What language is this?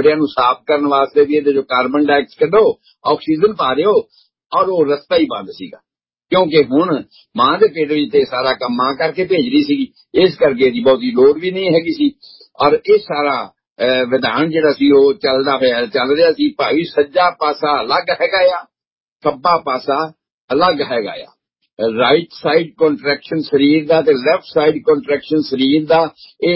Punjabi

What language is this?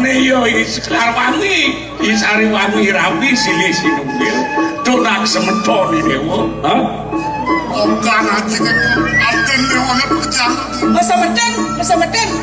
Balinese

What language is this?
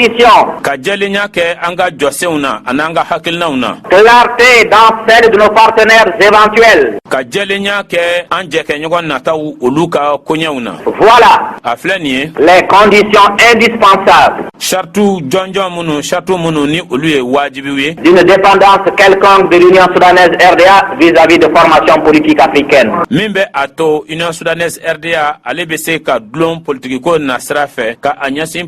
Bambara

